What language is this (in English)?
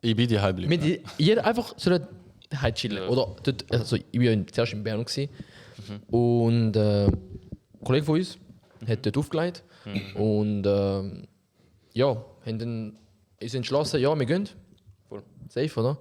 Swiss German